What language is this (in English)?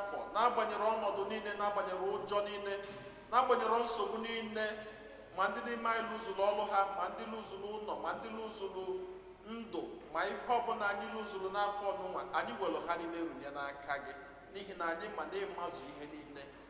Igbo